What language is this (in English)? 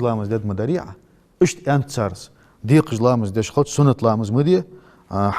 Ingush